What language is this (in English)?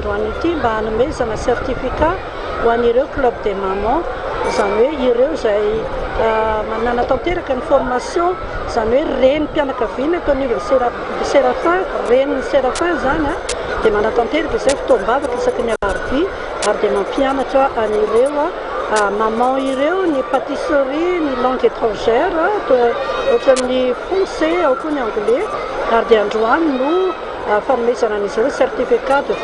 Malagasy